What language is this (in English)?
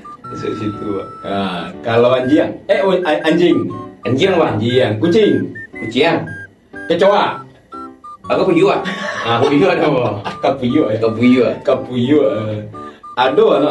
Minangkabau